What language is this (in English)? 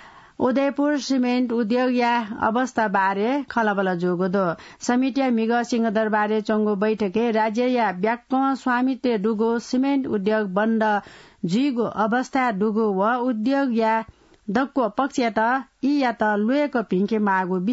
Newari